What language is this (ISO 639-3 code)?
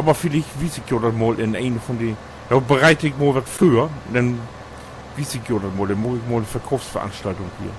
nds